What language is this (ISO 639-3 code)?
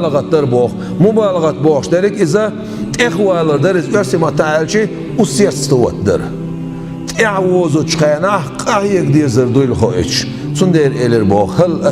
che